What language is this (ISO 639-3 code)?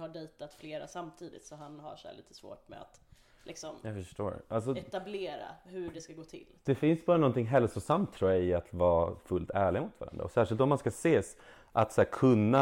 swe